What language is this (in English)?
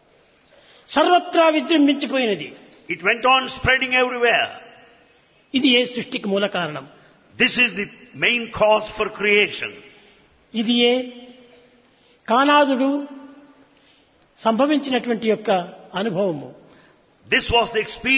Telugu